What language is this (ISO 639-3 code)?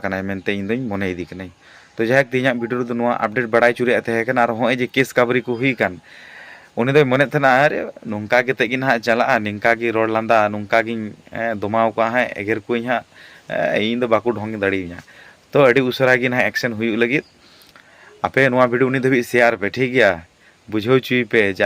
sat